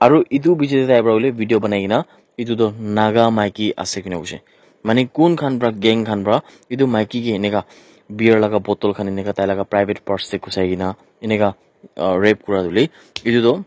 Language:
Naga Pidgin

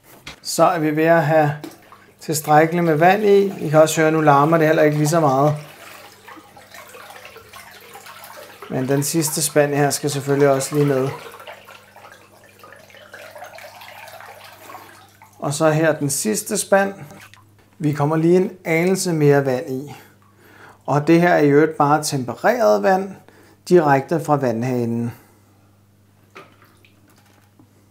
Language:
Danish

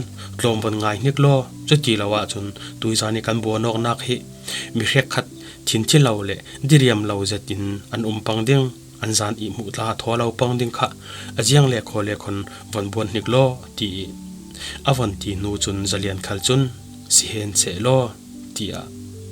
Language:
Falam Chin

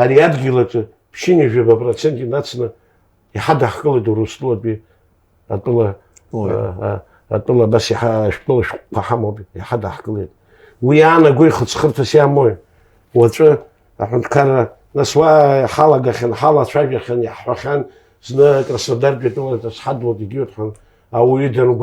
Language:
Abkhazian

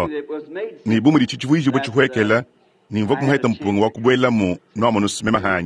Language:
Luba-Lulua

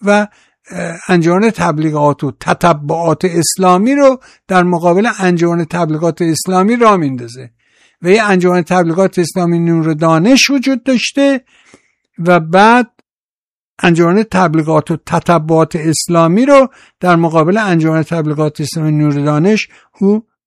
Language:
Persian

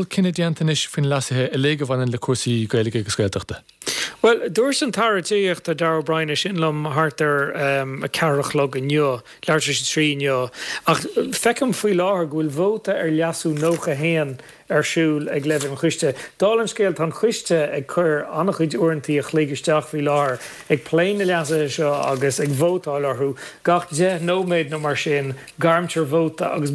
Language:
Irish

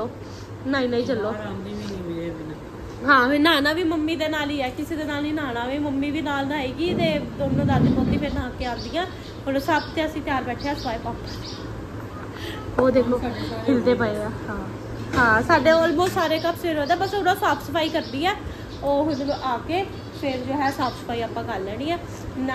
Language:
Punjabi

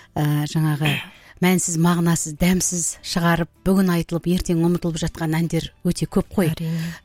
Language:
Kazakh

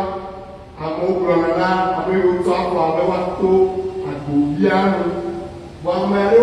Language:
Ewe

